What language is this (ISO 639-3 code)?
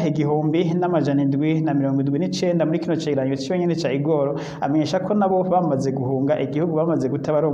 run